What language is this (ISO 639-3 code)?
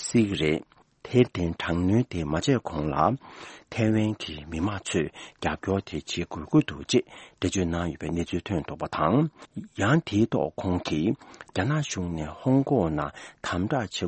bod